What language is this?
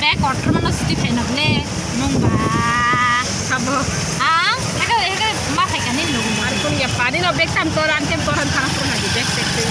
Kok Borok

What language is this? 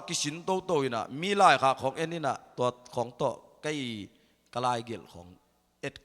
Tedim Chin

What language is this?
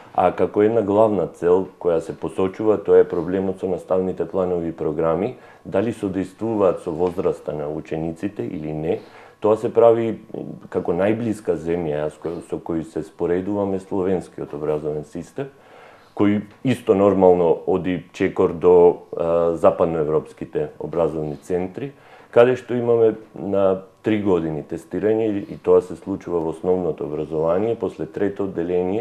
Macedonian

